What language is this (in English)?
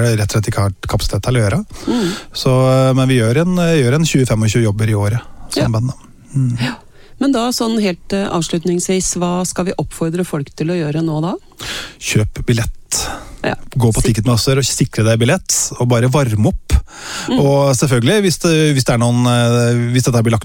Norwegian